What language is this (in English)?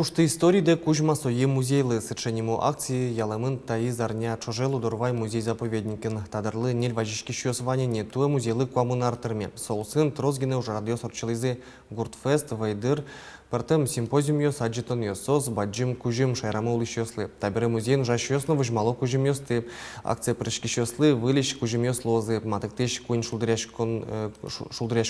Udmurt